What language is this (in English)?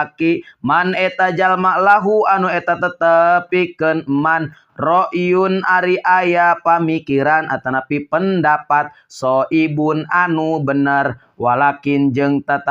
Sundanese